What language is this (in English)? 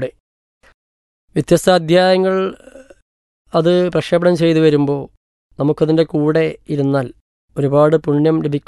Malayalam